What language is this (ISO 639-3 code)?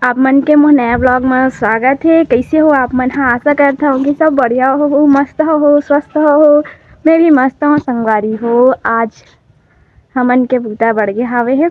hne